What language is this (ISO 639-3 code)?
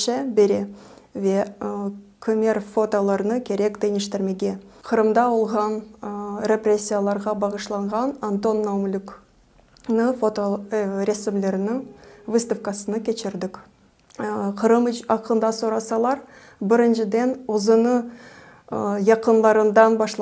crh